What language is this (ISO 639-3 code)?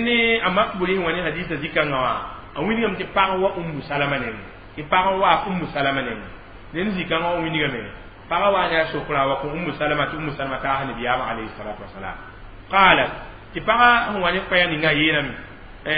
mos